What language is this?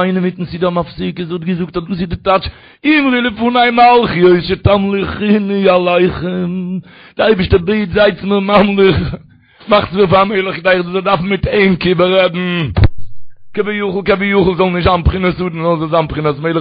Yiddish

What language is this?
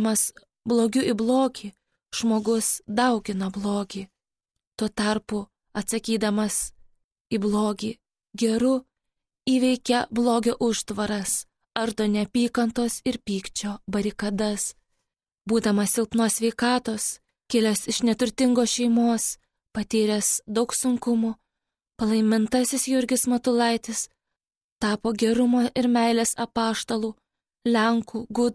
Lithuanian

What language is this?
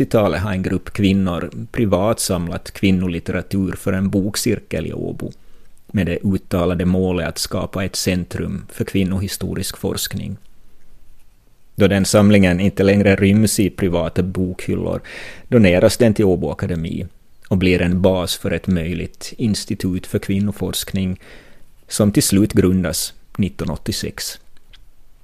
Swedish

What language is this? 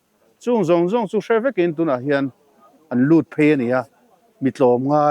Mizo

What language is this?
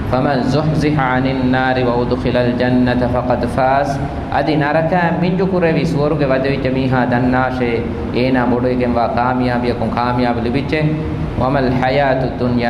Divehi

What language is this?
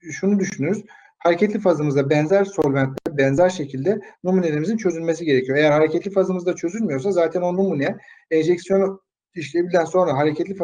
Turkish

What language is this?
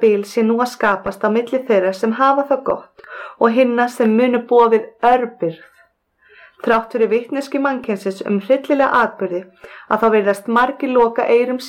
Icelandic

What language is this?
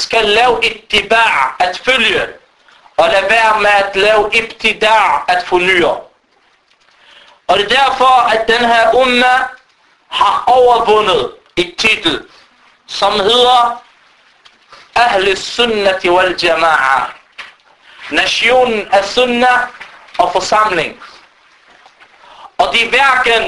Danish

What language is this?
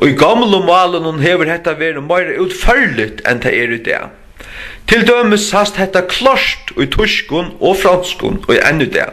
Faroese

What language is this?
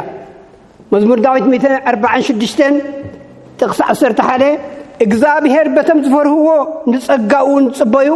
Tigrinya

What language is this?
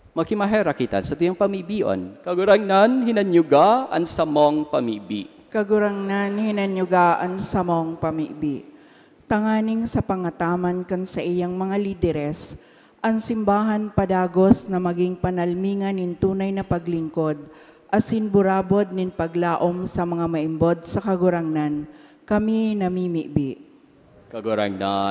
Bikol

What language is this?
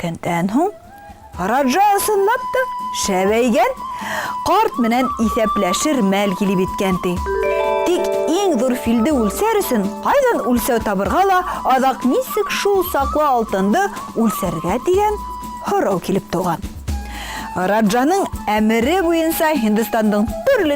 Bashkir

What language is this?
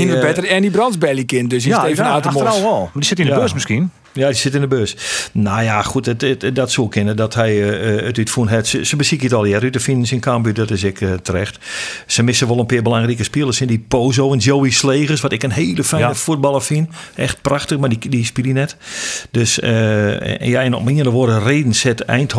Western Frisian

